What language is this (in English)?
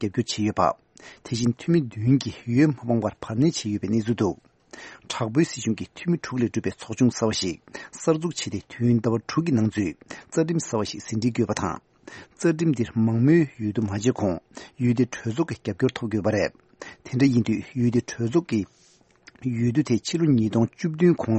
Tibetan